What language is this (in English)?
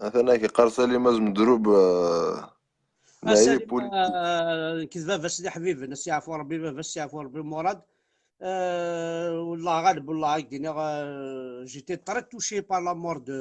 Kabyle